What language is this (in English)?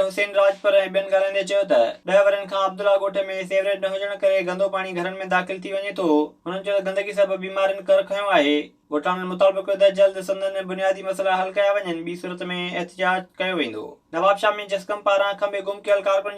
Sindhi